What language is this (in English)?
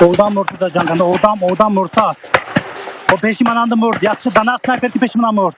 Tajik